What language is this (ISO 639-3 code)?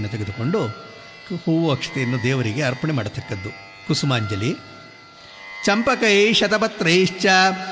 kan